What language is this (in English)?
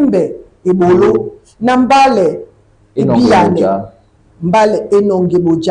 Duala